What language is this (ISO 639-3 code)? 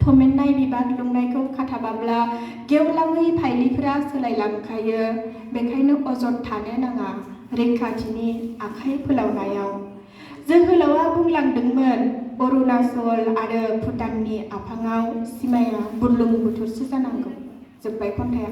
brx